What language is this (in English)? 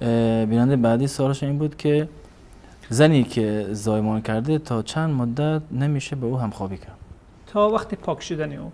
Persian